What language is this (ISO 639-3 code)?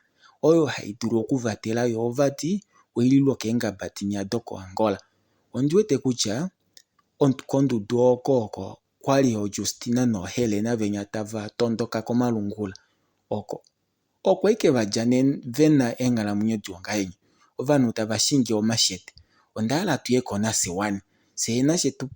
kua